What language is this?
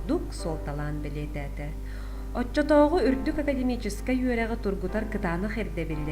Yakut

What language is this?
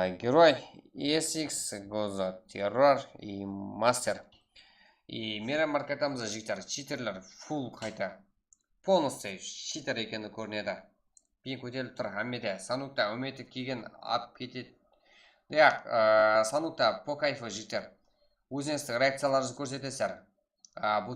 Kara-Kalpak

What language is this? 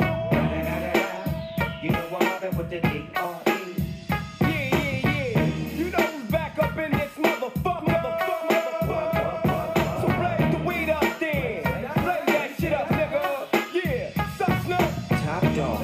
English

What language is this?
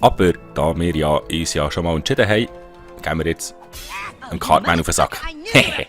Swiss German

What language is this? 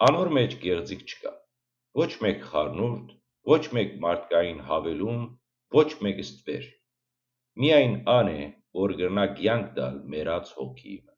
Western Armenian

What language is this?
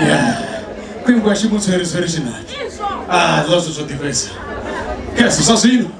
Venda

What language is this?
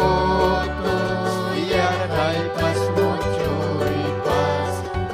Ayacucho Quechua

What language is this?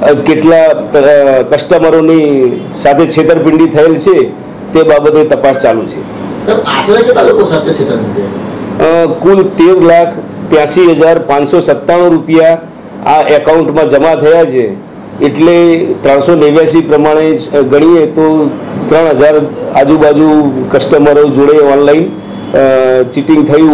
Gujarati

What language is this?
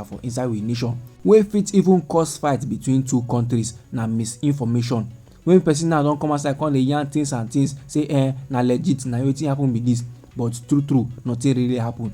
Nigerian Pidgin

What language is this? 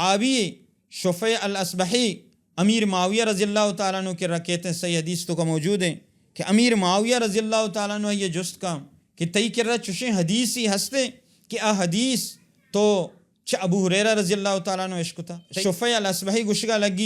Baluchi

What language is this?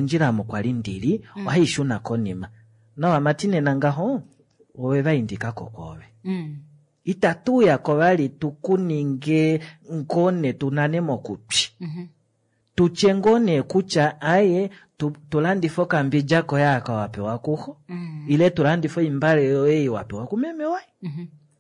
Kuanyama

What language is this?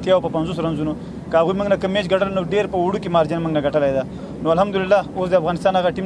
Pashto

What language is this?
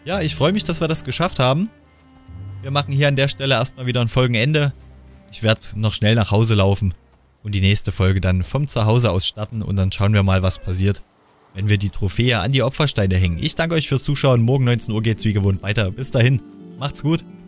German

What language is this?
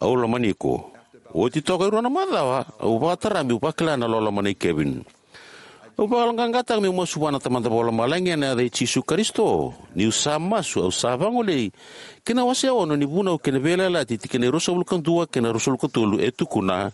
Fijian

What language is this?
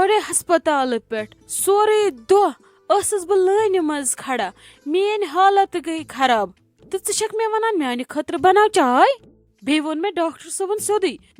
Kashmiri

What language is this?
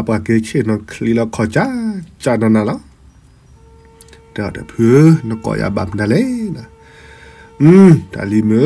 S'gaw Karen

